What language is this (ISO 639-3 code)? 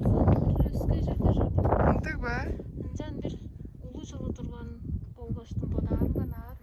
tyv